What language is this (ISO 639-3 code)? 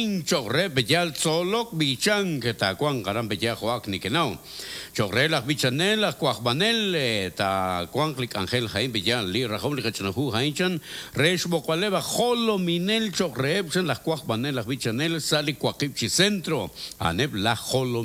kek